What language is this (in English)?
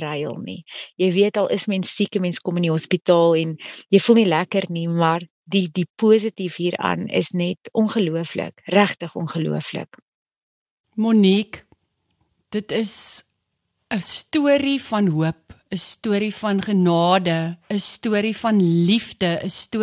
Afrikaans